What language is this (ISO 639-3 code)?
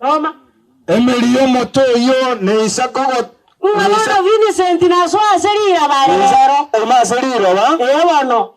guz